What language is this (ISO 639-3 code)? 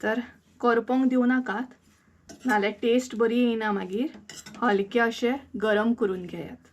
kok